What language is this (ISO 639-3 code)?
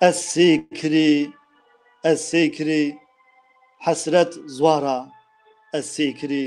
zza